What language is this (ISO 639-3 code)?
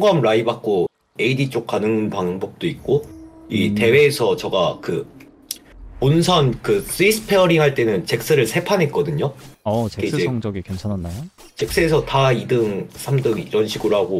kor